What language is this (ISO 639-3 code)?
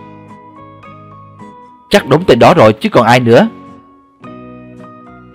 vie